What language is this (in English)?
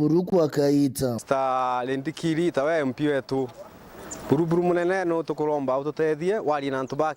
Meru